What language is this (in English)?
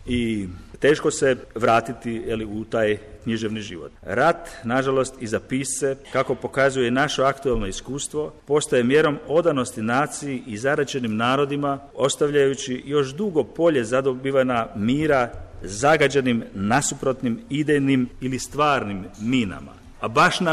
Croatian